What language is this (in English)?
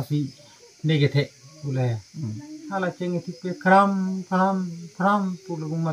Karbi